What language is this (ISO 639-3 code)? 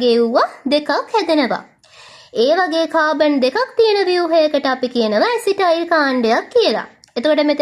sin